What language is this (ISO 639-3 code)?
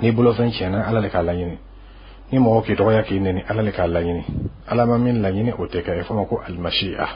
bam